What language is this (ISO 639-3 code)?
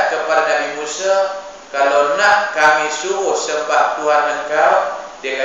msa